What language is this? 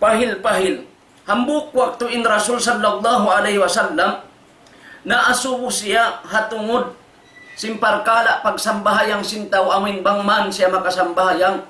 Tausug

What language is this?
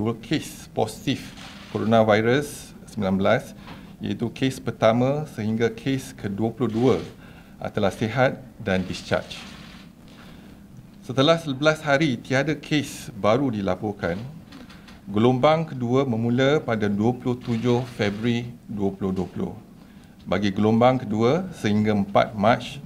Malay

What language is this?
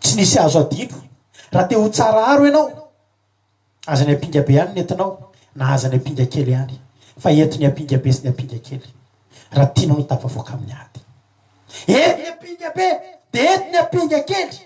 Malagasy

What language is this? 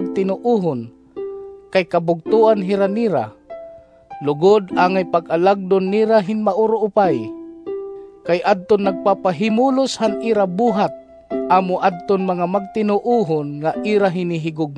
Waray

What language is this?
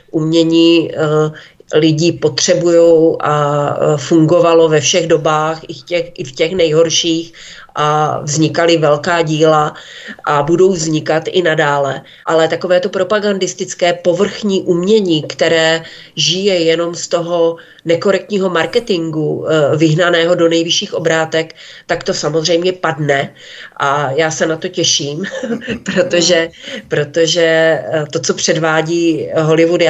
Czech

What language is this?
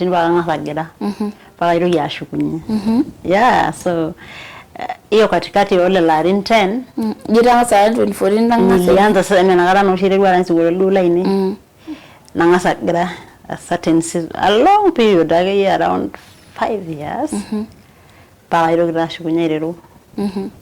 Masai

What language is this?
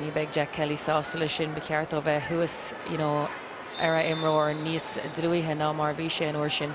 Irish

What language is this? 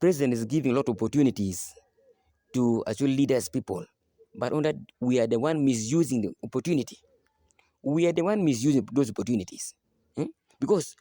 Acoli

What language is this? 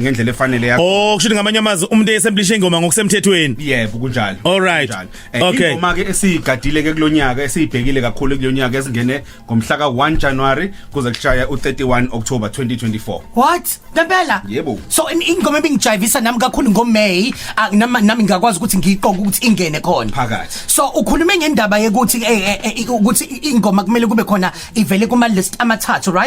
Zulu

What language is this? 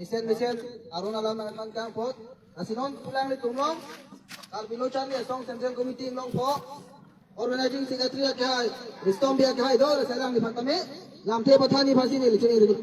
Karbi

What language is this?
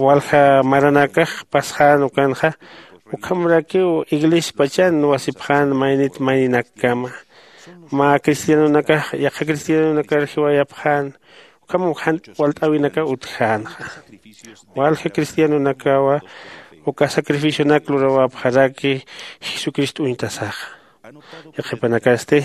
Aymara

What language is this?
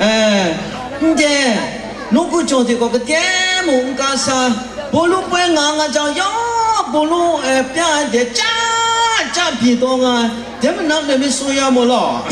Kachin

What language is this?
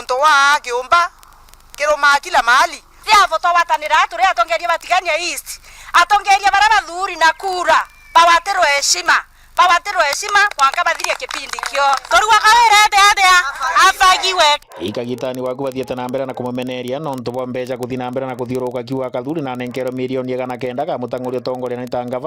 Meru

